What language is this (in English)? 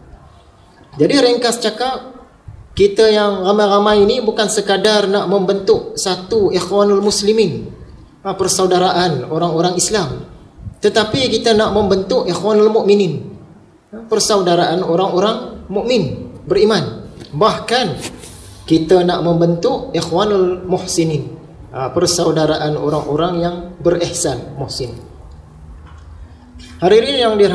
Malay